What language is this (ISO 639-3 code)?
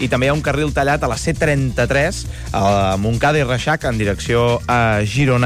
cat